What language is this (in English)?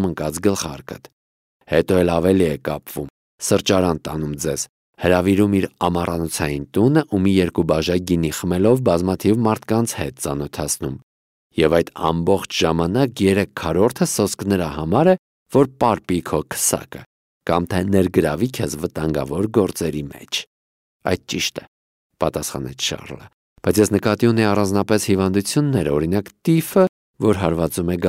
Armenian